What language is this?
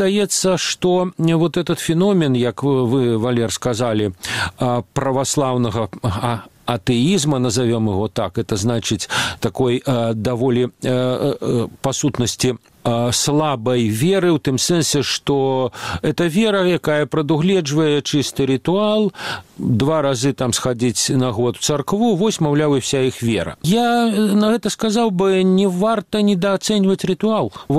Belarusian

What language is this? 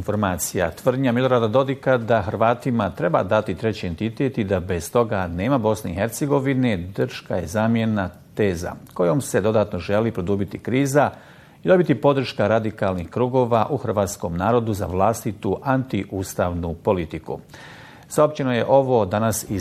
Bosnian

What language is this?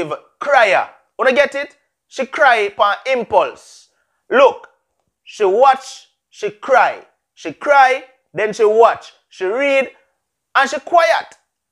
Jamaican Creole English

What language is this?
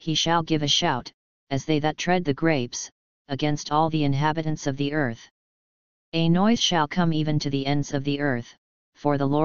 English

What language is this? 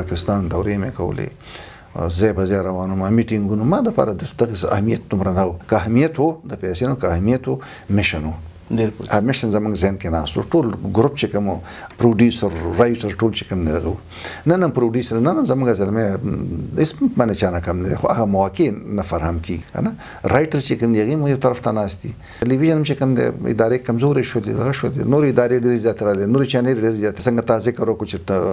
Pashto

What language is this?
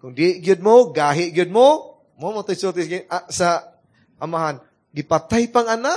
Cebuano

